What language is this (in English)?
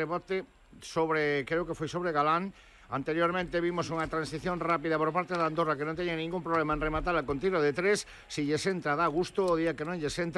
Galician